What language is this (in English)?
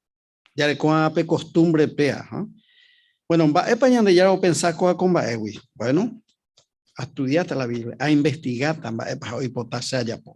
Guarani